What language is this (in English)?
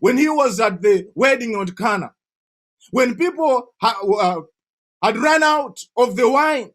English